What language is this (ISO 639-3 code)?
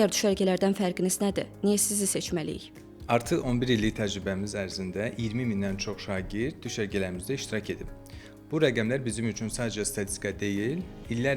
aze